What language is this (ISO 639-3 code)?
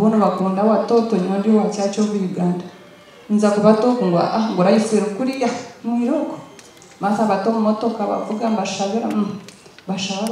nyn